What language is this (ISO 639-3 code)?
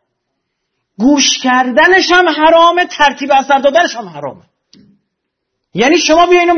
fas